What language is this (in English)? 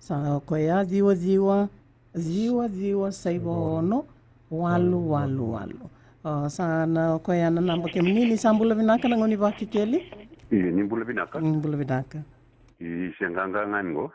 Fijian